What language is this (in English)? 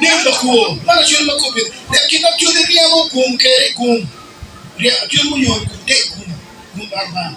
Acoli